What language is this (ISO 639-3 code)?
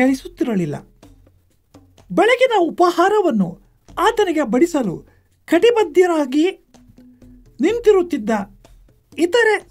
kan